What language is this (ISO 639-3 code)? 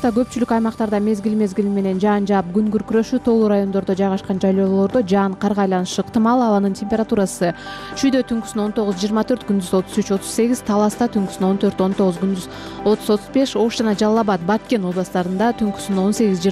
kir